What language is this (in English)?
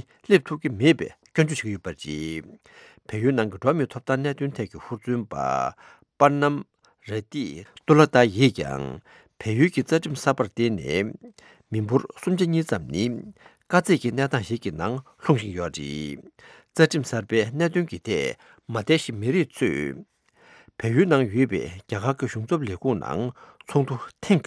Tibetan